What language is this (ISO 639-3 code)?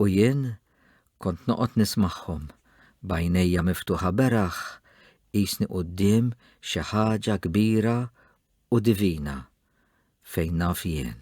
mlt